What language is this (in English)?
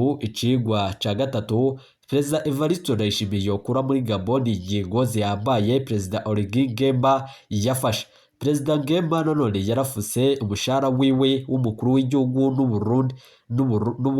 Rundi